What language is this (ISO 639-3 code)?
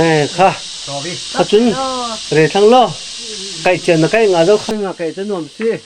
cfm